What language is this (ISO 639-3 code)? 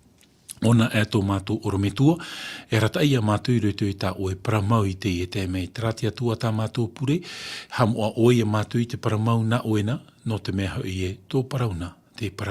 tah